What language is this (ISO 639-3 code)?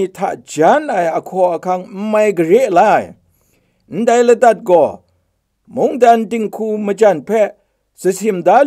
kac